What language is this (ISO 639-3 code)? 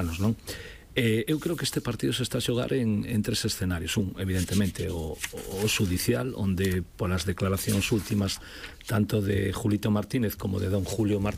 glg